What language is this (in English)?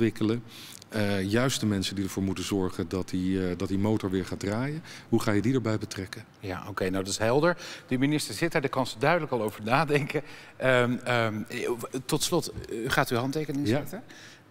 Dutch